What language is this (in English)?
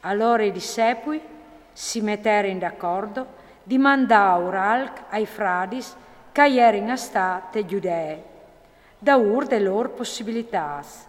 Friulian